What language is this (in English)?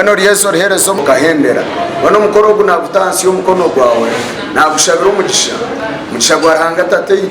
Nyankole